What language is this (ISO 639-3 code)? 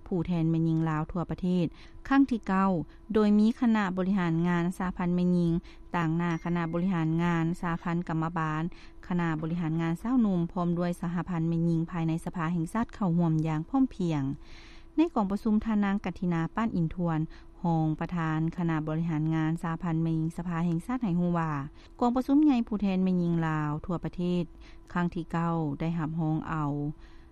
lao